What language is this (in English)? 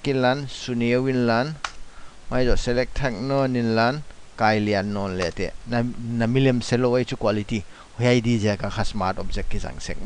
Paite Chin